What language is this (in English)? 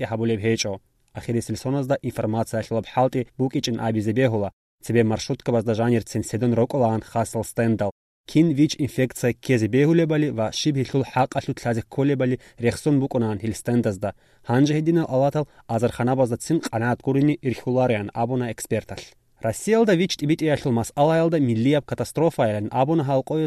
Avaric